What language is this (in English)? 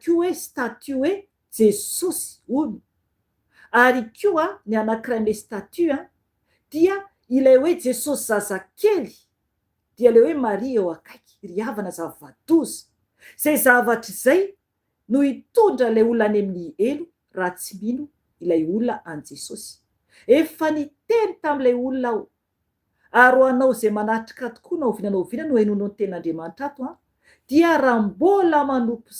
Malagasy